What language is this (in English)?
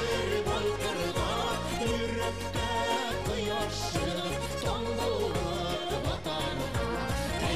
Bashkir